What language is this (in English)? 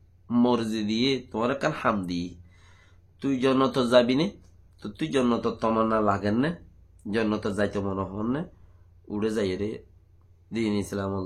Rohingya